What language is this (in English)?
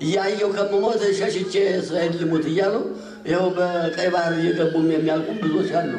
Amharic